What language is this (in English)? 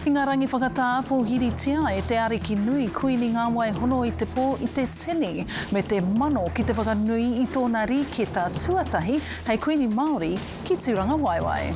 Māori